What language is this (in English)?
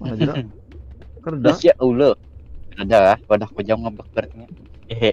Banjar